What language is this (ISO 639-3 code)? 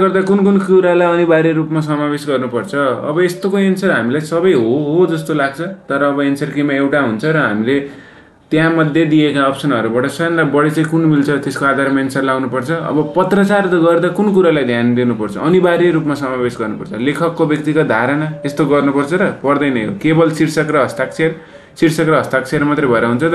nep